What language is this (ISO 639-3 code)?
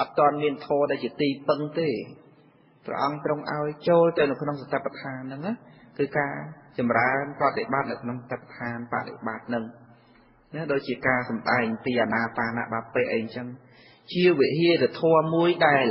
khm